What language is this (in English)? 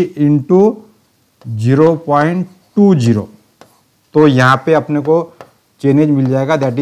Hindi